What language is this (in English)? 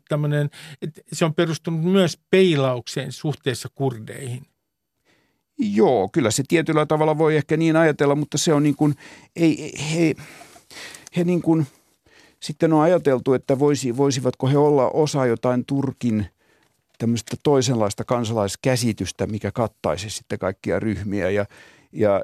Finnish